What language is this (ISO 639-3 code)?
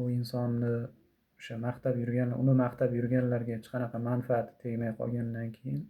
uzb